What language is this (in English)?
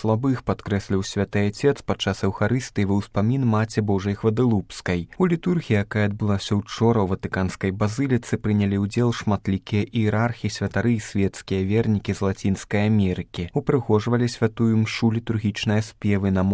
Belarusian